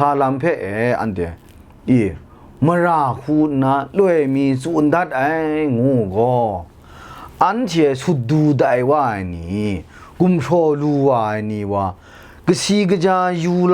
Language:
Kachin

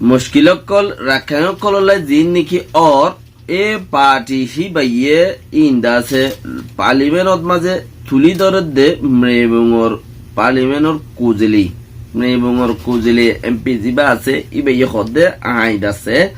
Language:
Rohingya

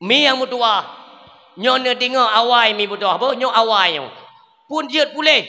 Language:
Achinese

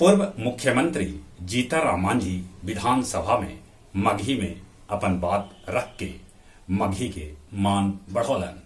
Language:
Magahi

